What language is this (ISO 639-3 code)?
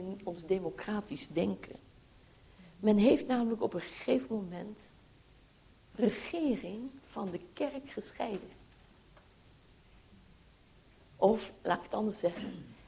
nld